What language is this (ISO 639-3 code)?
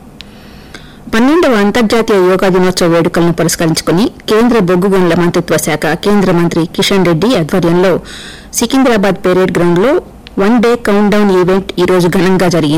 tel